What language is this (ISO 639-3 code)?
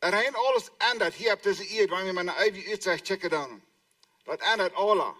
pdt